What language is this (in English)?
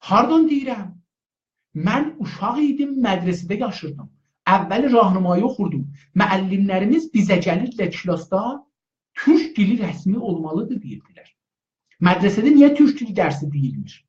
South Azerbaijani